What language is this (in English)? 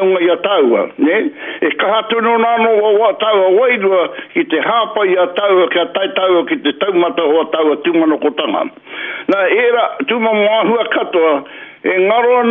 Māori